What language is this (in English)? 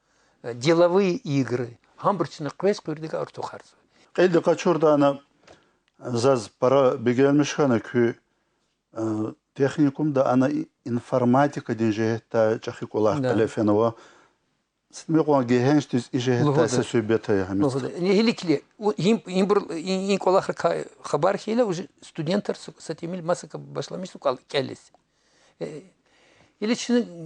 Lezghian